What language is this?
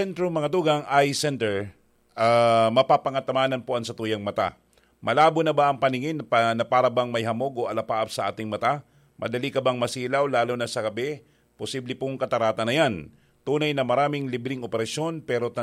Bikol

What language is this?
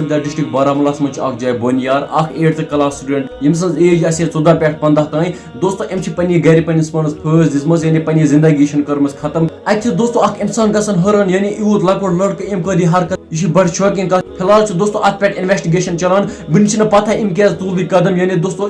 Kashmiri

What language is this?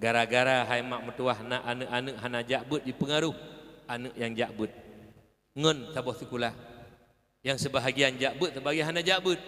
Achinese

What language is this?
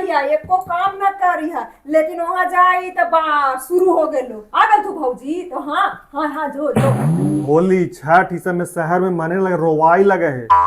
Magahi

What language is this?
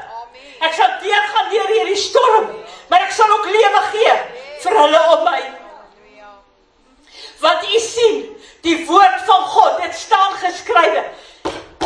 Afrikaans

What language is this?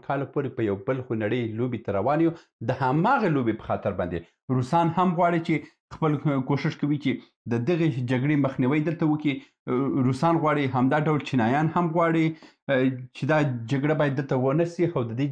Pashto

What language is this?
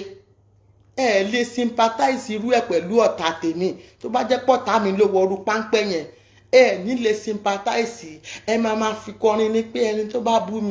Yoruba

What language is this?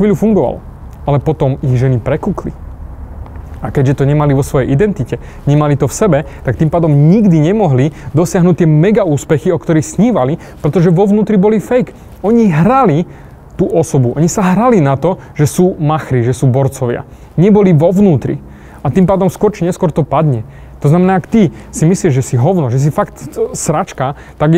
Slovak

